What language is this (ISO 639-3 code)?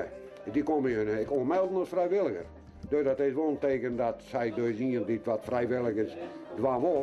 fry